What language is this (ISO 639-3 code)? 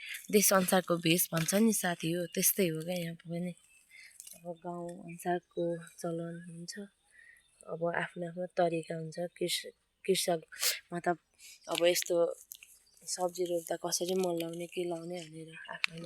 nep